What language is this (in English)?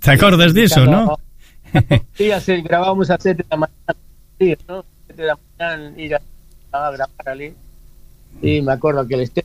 Galician